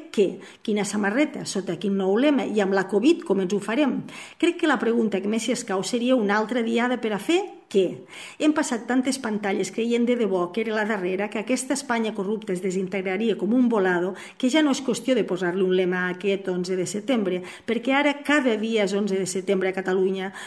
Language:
Catalan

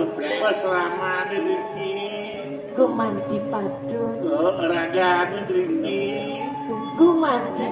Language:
Balinese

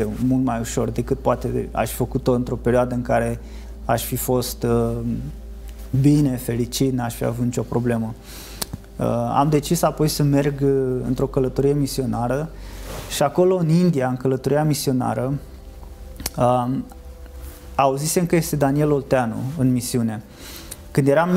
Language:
Romanian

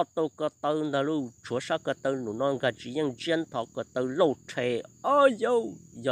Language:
Hmong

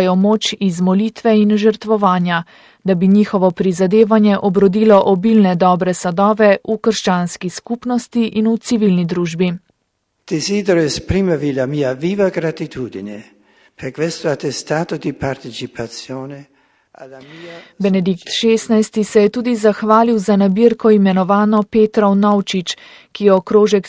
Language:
Slovenian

